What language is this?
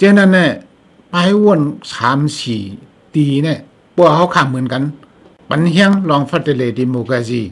Shan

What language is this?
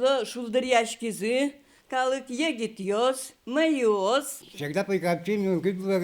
Udmurt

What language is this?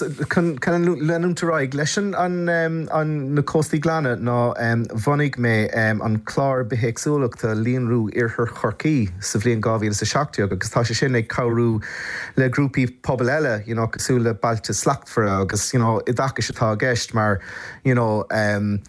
Irish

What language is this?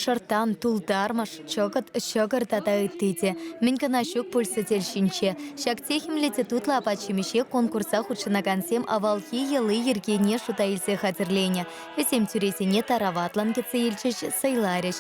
Chuvash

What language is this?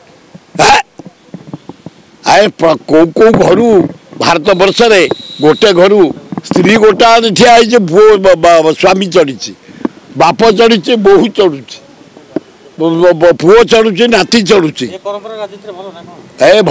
Odia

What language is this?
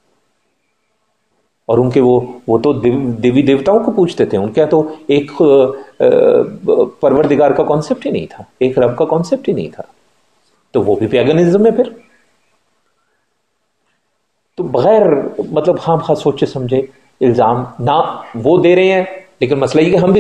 Urdu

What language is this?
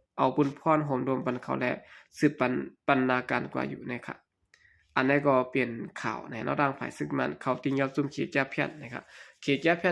Shan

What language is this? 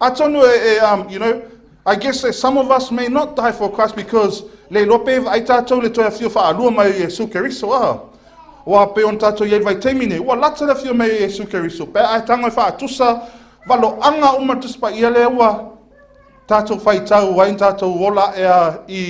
Samoan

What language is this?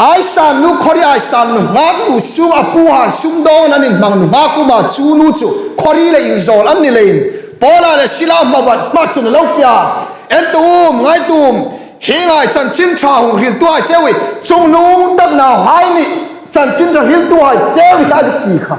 Hmar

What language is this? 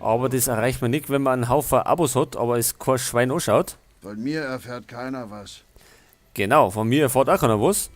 Bavarian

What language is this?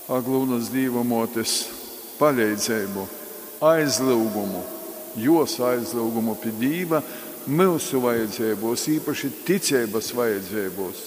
Latgalian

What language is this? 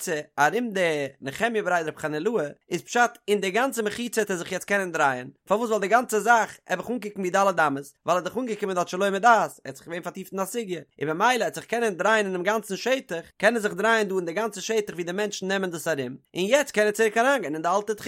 Yiddish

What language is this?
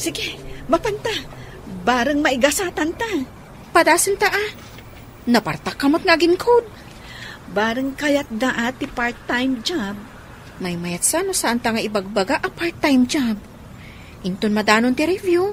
Iloko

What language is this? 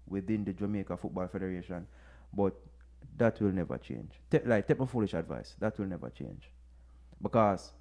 Jamaican Creole English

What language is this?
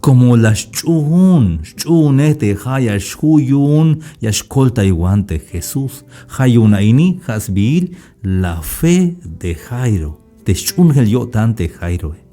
Tzeltal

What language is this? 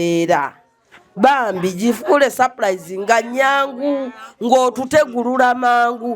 Ganda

